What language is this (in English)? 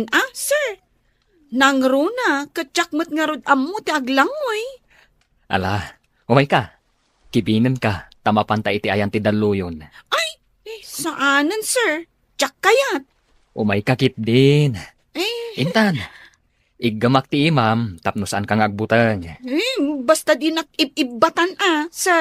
Iloko